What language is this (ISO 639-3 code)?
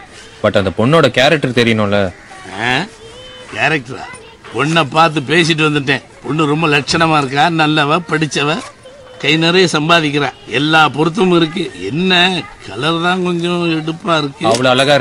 tam